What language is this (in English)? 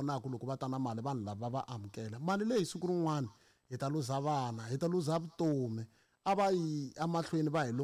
Tsonga